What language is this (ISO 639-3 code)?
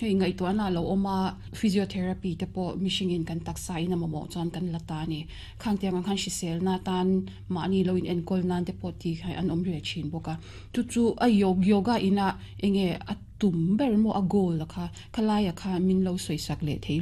lus